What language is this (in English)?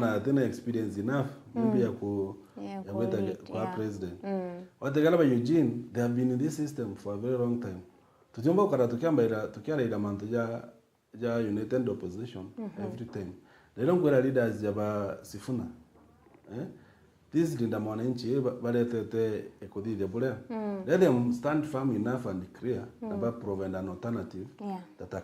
Meru